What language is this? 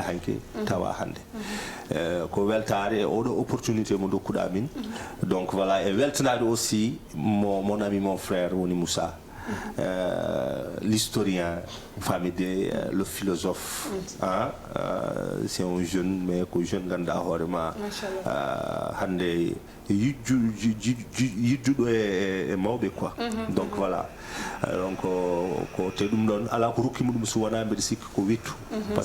Fula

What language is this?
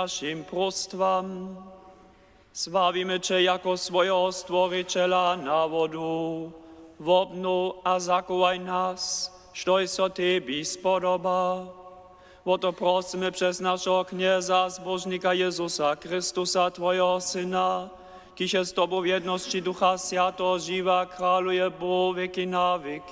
Upper Sorbian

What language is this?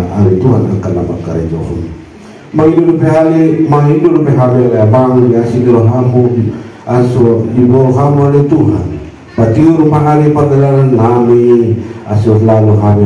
Batak Angkola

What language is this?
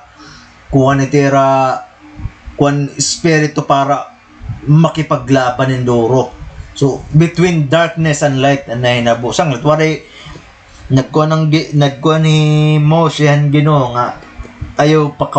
Waray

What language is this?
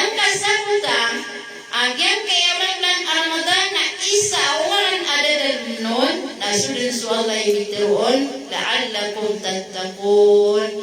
Maranao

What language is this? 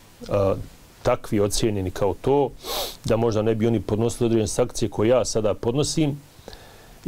Bosnian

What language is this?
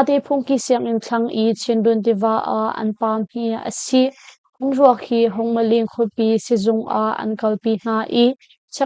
Hakha Chin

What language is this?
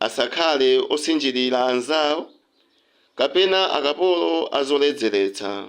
Nyanja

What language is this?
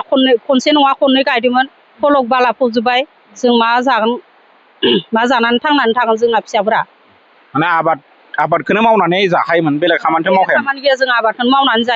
Bodo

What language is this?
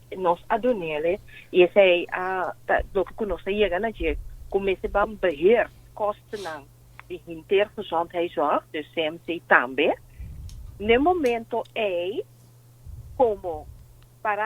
Papiamento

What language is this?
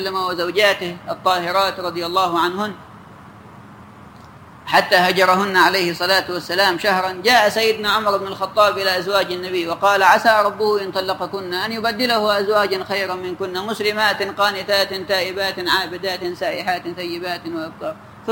Arabic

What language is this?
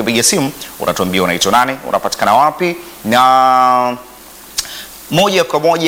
Swahili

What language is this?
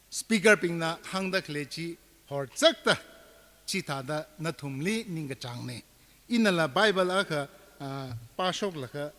Tangkhul Naga (India)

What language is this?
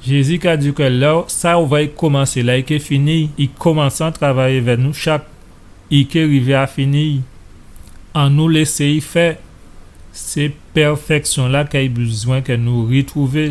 Guadeloupean Creole French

